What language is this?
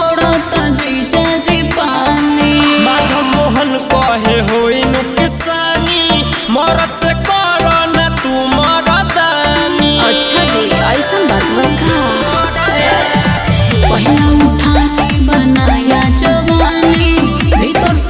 Bhojpuri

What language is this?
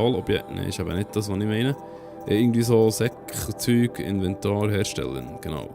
Swiss German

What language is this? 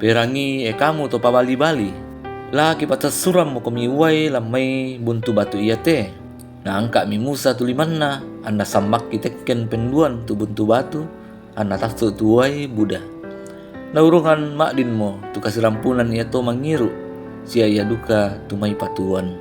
Toraja-Sa'dan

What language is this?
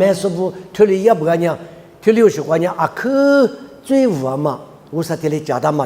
Lisu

